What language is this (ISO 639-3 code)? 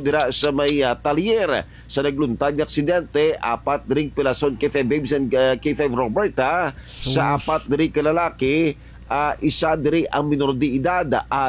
hil